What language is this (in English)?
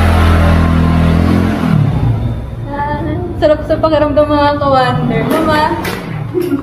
Filipino